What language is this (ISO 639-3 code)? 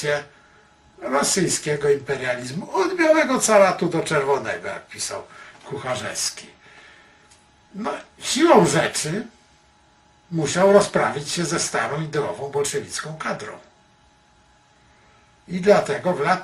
pol